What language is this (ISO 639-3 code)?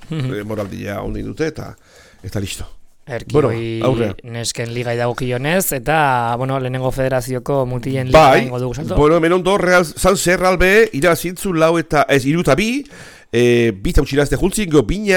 eus